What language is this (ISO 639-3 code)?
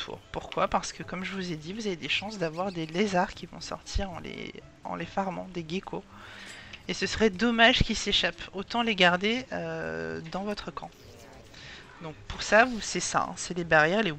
fra